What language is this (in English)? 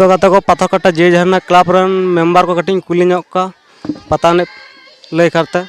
Santali